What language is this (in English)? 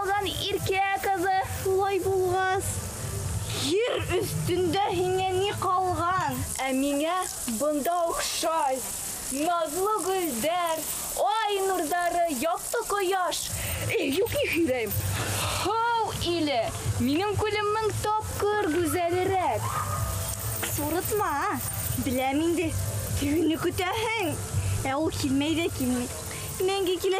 Bashkir